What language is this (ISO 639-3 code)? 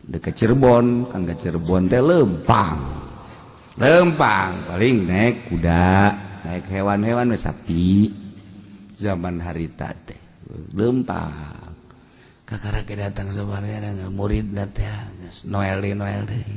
sun